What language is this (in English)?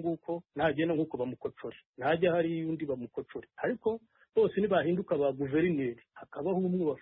Kinyarwanda